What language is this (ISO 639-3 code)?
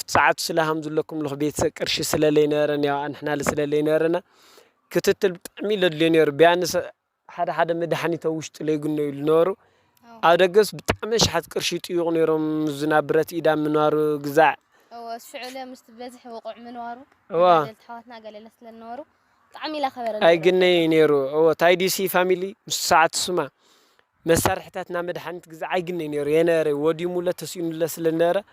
tir